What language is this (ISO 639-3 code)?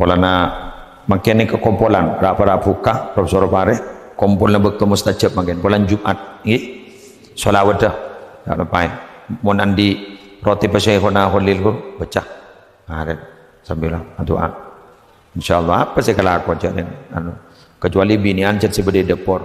mad